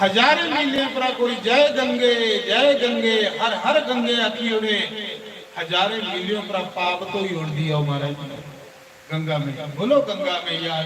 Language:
Dogri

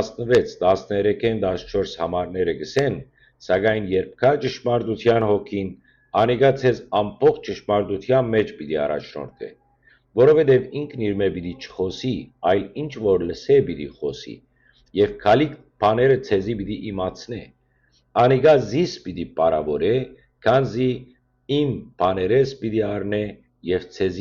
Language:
Western Armenian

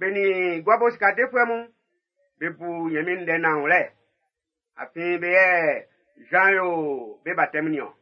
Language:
Baoulé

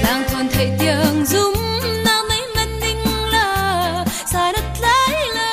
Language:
Falam Chin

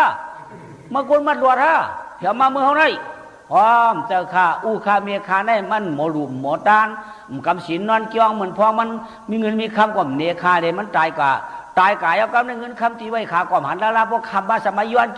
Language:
Shan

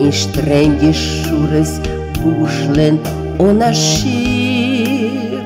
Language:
Yiddish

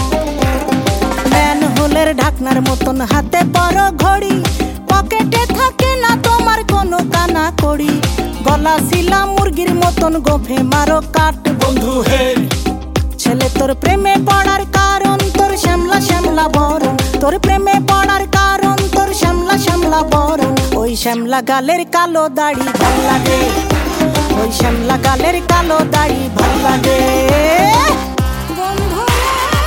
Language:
Bangla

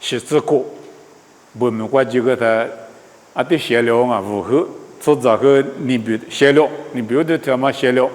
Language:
Lisu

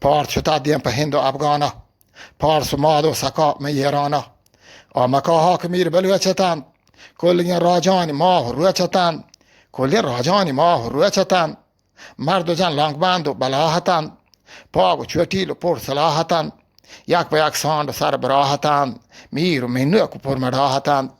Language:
Eastern Balochi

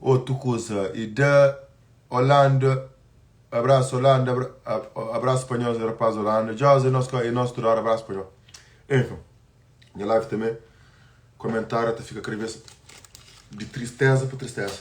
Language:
Kabuverdianu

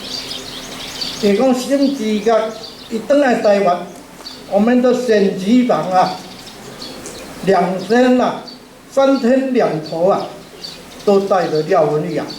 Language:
Min Nan Chinese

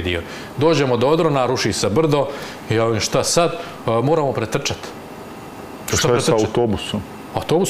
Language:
Croatian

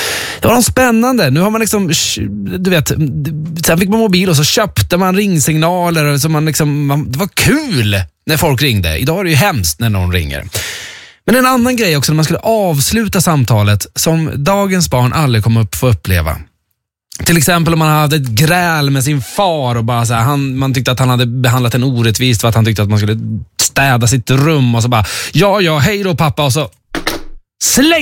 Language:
Swedish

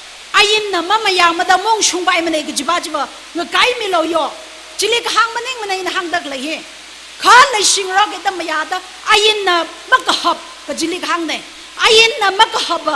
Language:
Tangkhul Naga (India)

